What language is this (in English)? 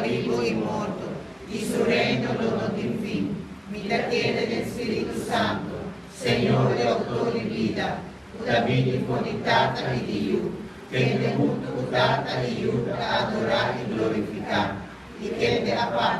Papiamento